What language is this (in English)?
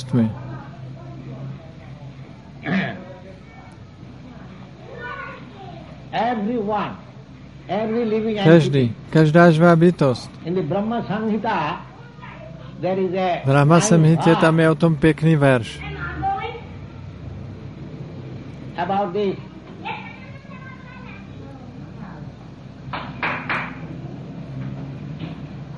Czech